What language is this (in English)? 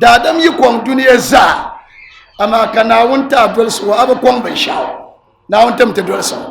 Dagbani